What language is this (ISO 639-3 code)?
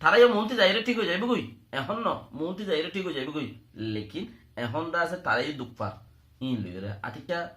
rhg